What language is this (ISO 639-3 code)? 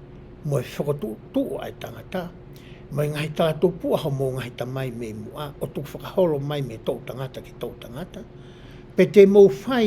ton